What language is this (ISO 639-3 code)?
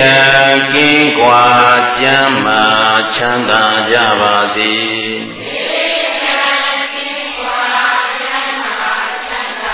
mya